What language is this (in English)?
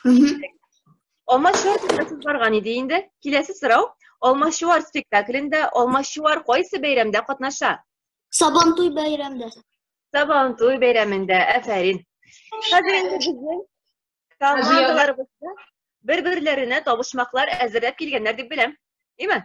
Tatar